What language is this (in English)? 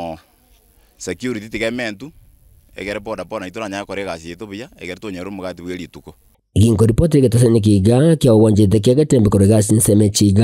Gusii